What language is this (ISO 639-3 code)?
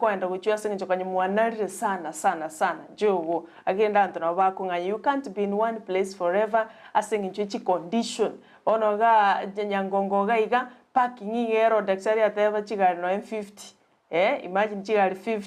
guz